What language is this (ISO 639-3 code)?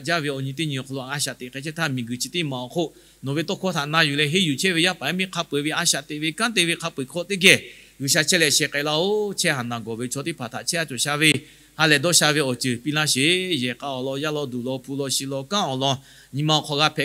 lhu